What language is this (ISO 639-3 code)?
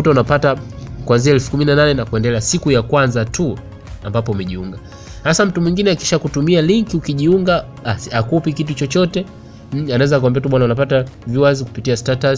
swa